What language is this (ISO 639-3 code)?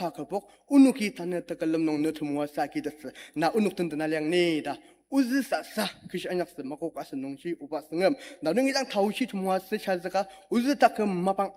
njo